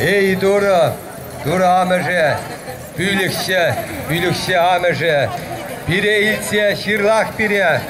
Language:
Chuvash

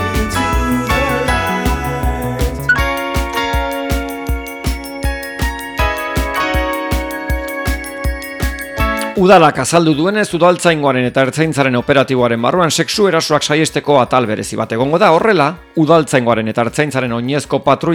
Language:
Basque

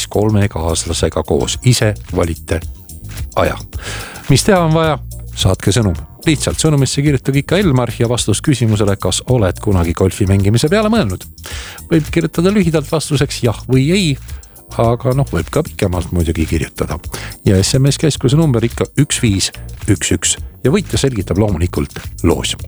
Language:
Estonian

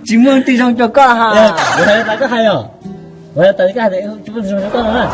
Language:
Hmong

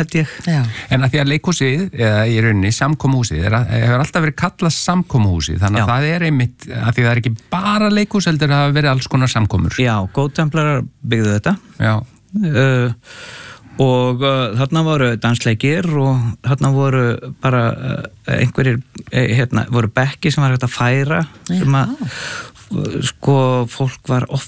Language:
Icelandic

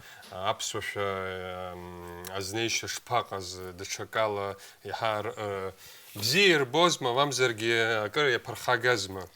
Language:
Abkhazian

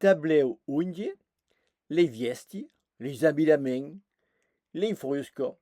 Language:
Occitan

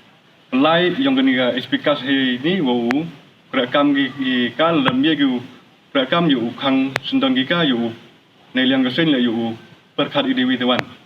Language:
Pnar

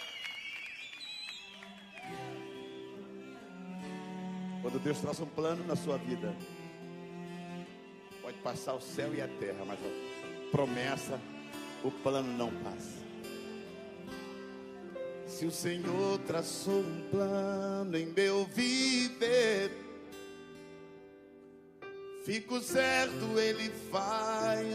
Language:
Portuguese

